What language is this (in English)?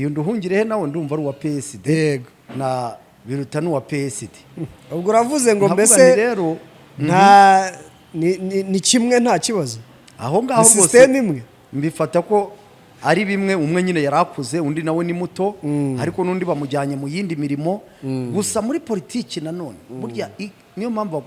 Kinyarwanda